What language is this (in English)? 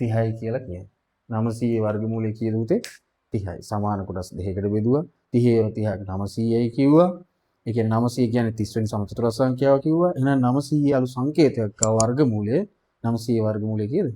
Sinhala